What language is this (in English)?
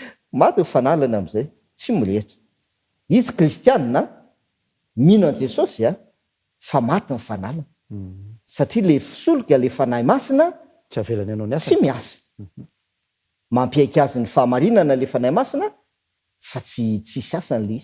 Malagasy